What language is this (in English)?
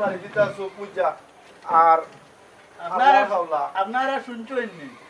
Sylheti